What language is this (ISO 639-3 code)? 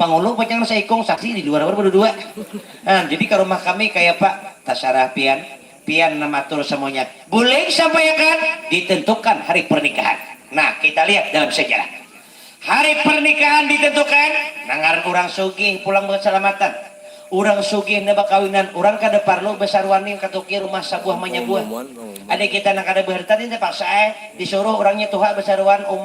bjn